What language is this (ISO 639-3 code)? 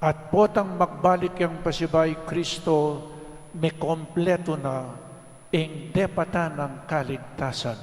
pam